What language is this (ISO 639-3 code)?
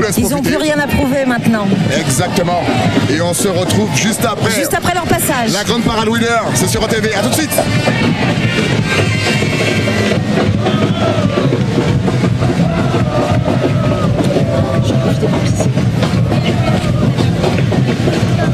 fra